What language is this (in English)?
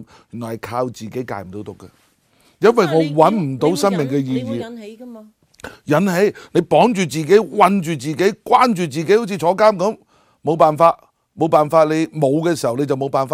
Cantonese